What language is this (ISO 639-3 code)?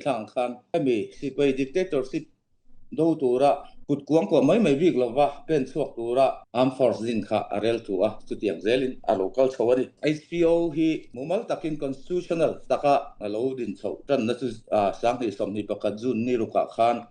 cfm